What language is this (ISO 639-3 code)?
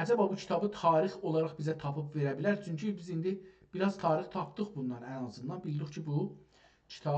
azb